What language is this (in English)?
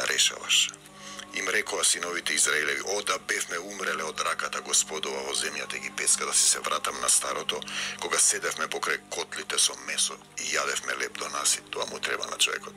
Macedonian